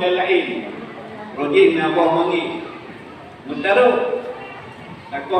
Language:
Achinese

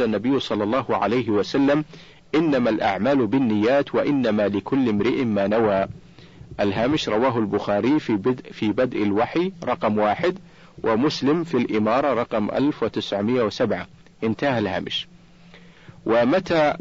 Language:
Arabic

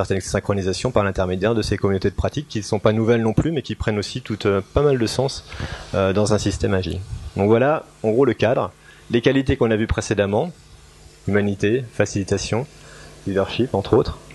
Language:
French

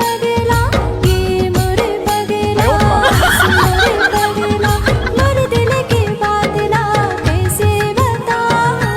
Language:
Chhattisgarhi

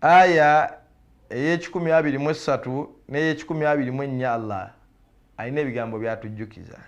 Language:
Ganda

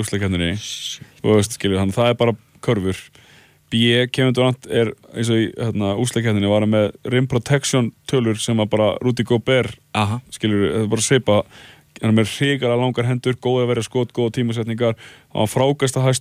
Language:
Icelandic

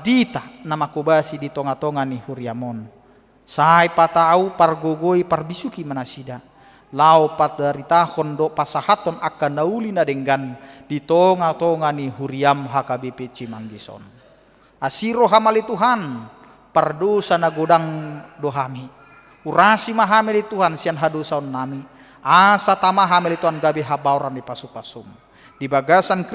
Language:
Batak Toba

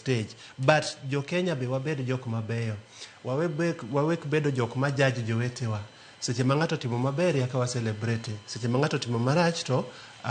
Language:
Luo (Kenya and Tanzania)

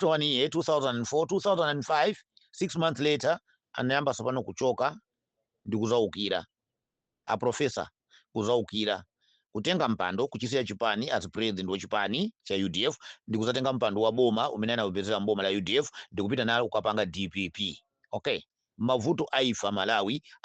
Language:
Nyanja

